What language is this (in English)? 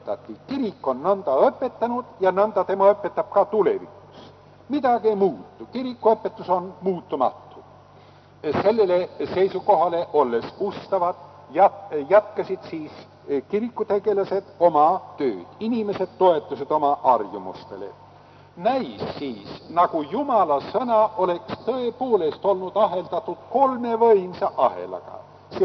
Estonian